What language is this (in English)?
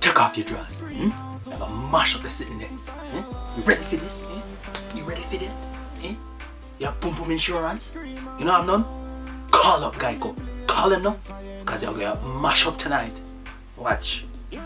Jamaican Creole English